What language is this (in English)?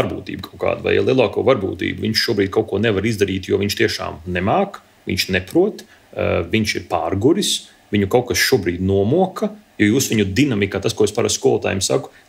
Latvian